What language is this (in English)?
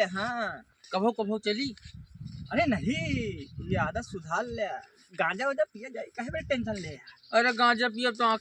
Awadhi